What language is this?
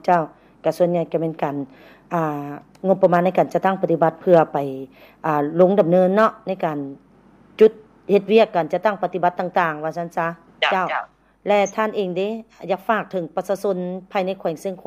Lao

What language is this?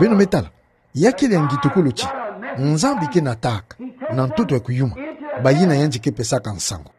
Kituba (Democratic Republic of Congo)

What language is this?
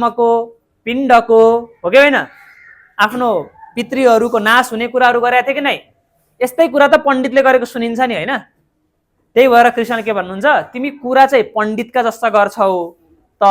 Nepali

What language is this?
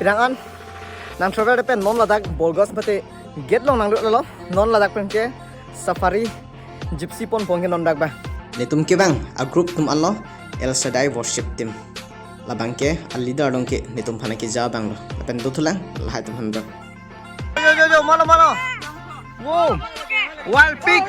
Karbi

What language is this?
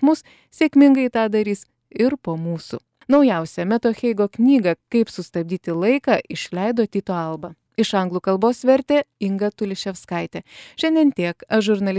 Lithuanian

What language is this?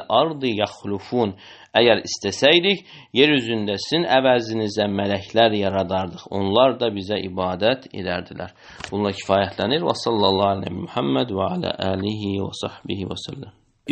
Azerbaijani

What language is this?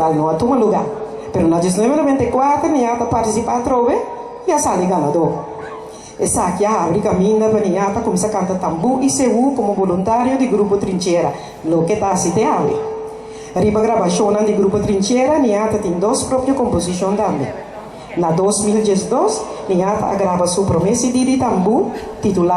Papiamento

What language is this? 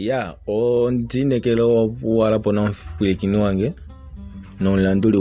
Kuanyama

